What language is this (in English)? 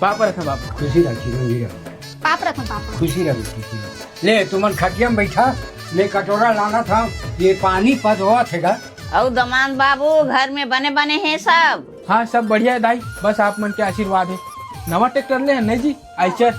Chhattisgarhi